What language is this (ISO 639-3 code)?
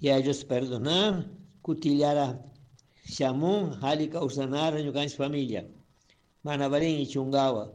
qug